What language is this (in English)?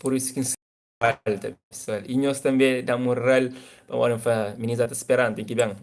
Kabuverdianu